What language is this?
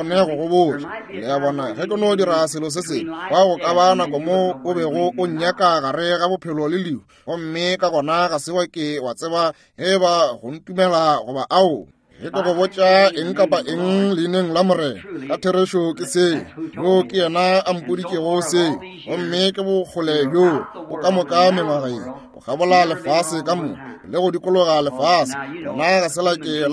Northern Sotho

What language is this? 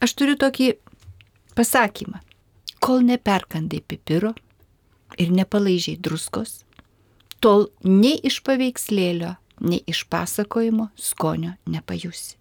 Lithuanian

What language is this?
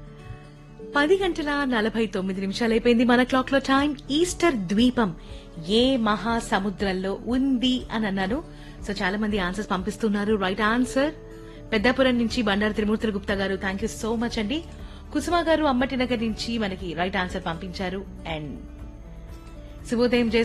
Telugu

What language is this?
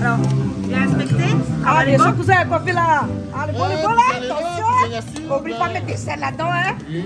Réunion Creole French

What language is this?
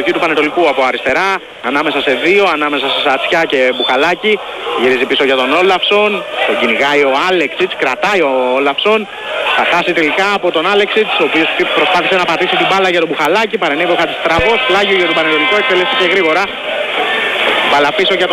Greek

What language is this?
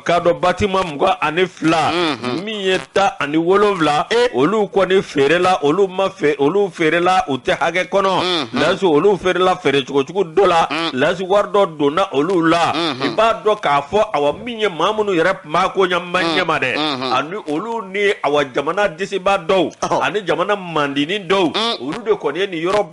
Bambara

